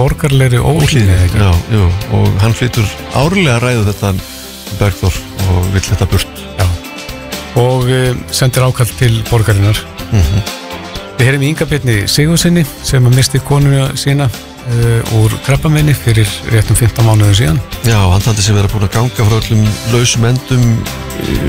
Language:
Icelandic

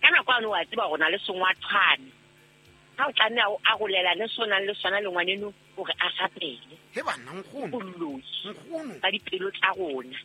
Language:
Southern Sotho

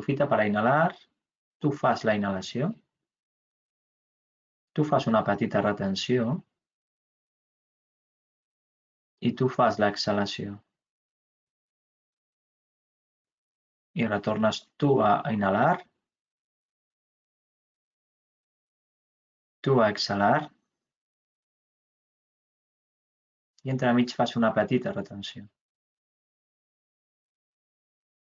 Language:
Catalan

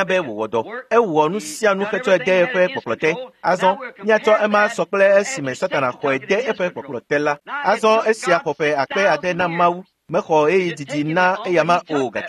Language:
Ewe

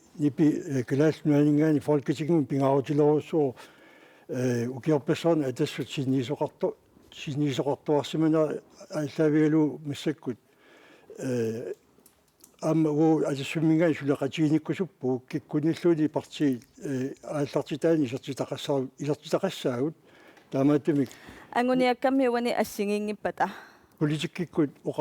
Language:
Kalaallisut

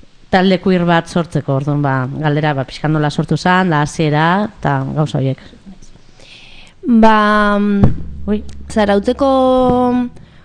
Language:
Basque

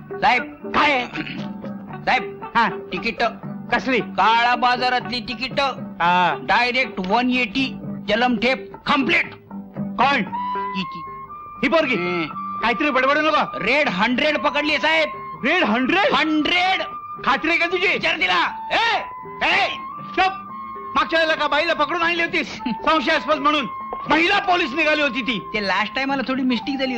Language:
Marathi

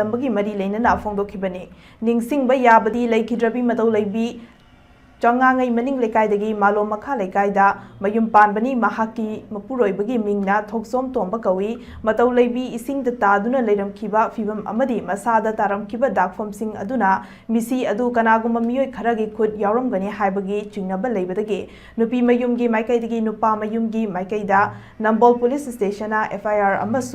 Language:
Manipuri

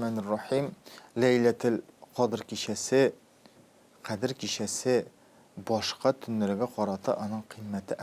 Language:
Tatar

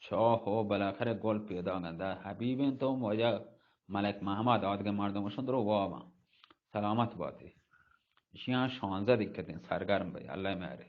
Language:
Eastern Balochi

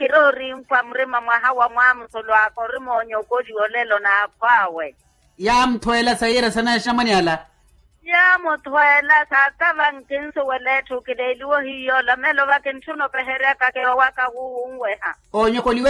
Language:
Makhuwa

